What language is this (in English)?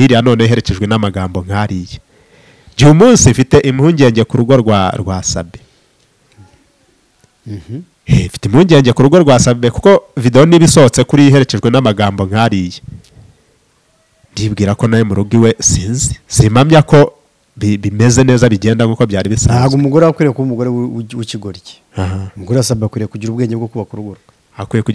Kinyarwanda